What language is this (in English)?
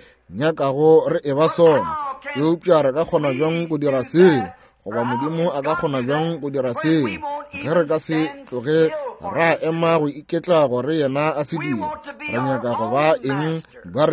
Northern Sotho